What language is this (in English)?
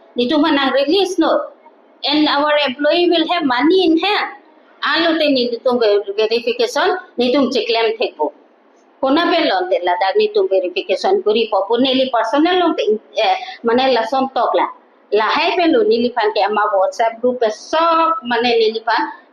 Karbi